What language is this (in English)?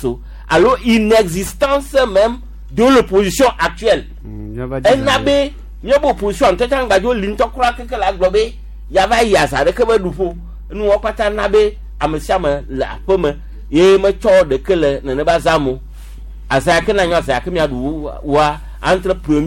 Gen